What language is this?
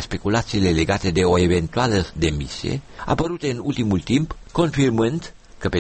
Romanian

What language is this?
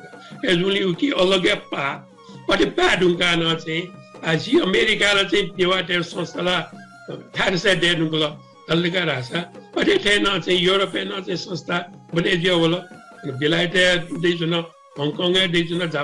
Newari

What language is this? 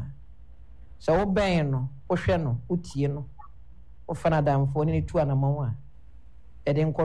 Akan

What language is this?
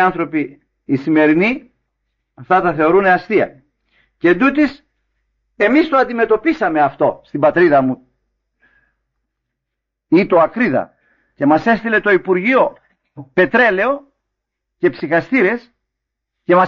Greek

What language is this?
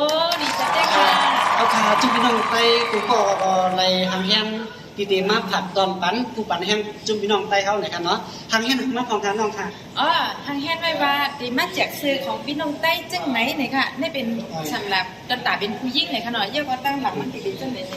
Shan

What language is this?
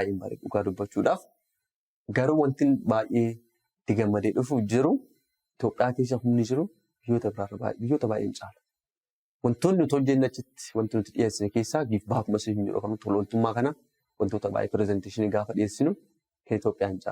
Oromo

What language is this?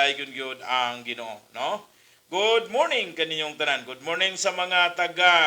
Cebuano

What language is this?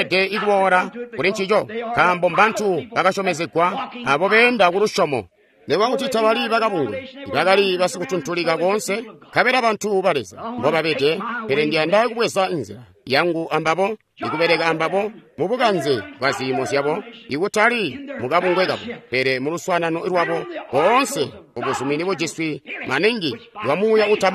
Tonga (Zambia)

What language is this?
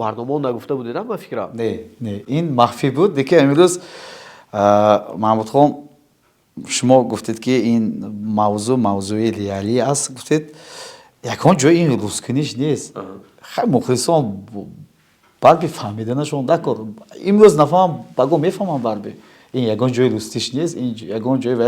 Tajik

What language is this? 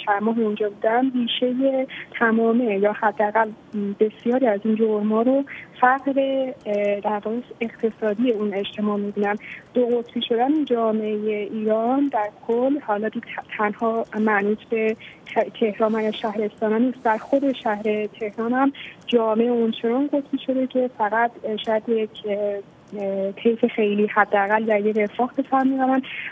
Persian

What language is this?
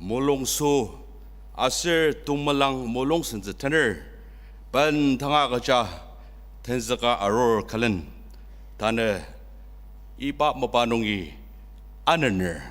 Ao Naga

